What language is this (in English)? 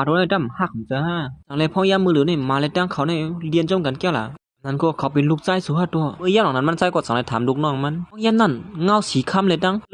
Shan